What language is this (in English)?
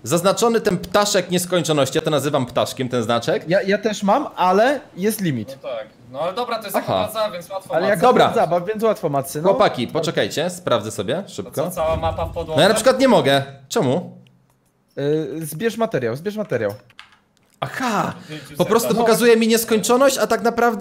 Polish